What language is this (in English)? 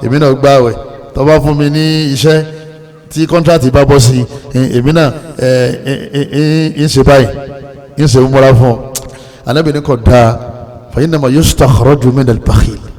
Yoruba